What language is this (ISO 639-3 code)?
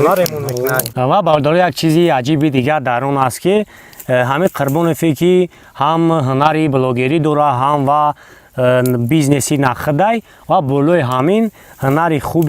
tgk